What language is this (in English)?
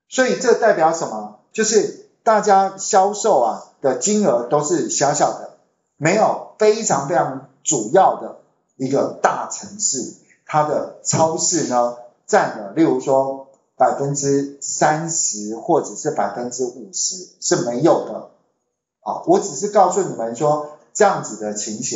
Chinese